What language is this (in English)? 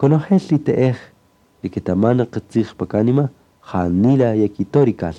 Kaqchikel